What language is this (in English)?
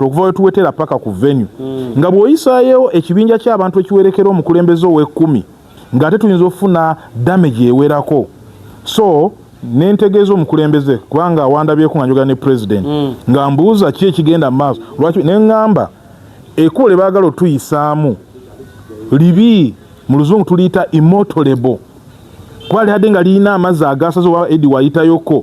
Ganda